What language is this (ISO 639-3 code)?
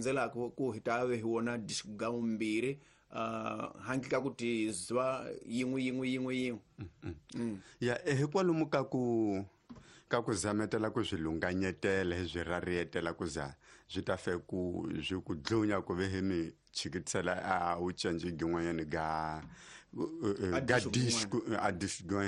tso